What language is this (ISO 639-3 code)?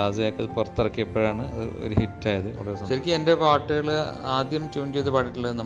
mal